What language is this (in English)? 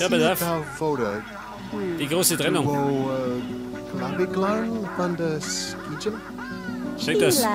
Bavarian